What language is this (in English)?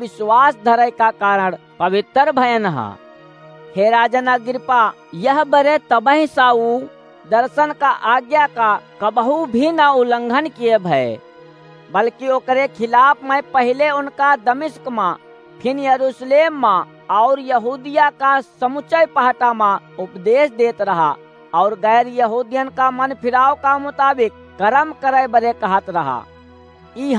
Awadhi